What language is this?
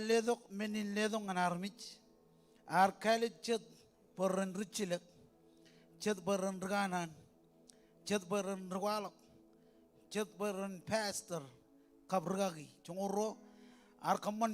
Marshallese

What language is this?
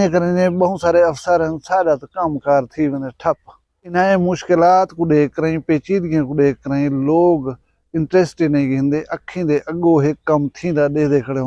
Saraiki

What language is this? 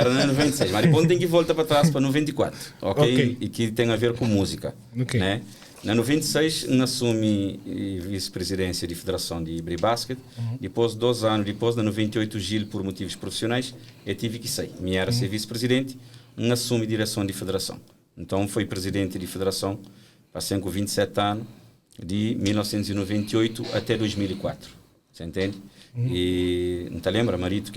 Kabuverdianu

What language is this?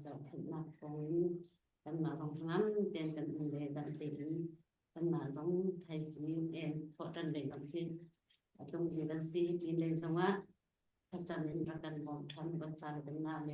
Hakha Chin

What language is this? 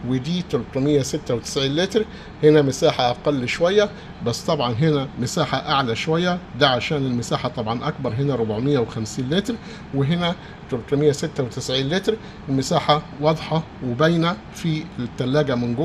Egyptian Arabic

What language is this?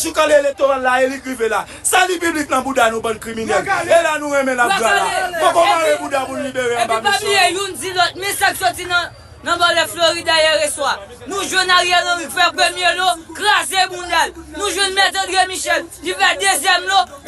Haitian Creole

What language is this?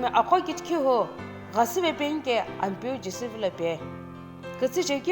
Sumi Naga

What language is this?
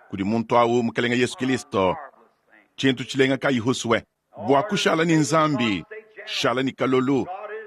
Luba-Lulua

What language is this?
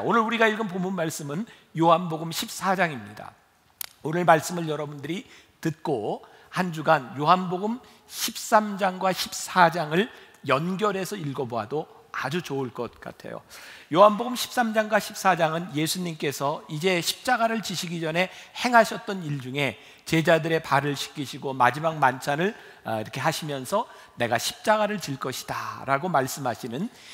Korean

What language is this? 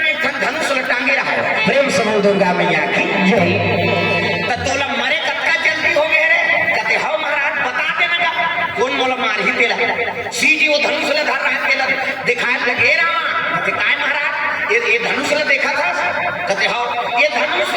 Chhattisgarhi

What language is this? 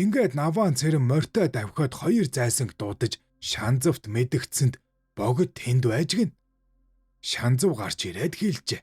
Mongolian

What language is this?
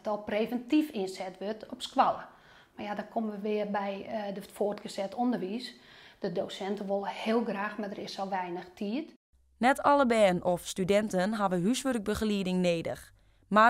Western Frisian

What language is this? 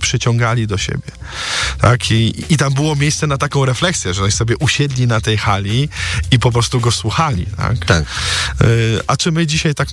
Polish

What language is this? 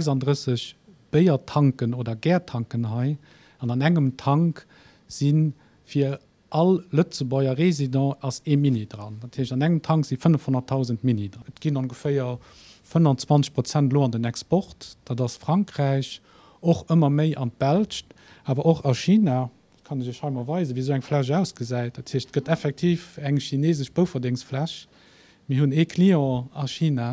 Luxembourgish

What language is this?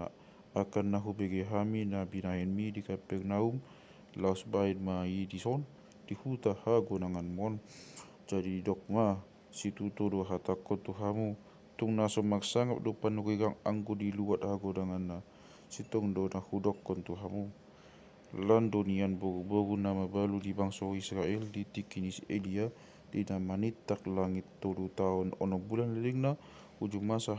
Batak Toba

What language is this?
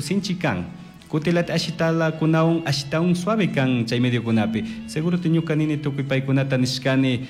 Chimborazo Highland Quichua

